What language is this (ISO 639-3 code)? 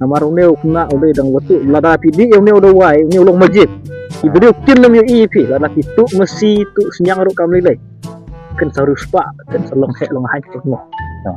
kha